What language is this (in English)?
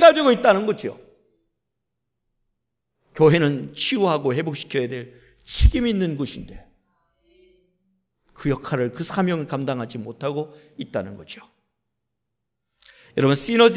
Korean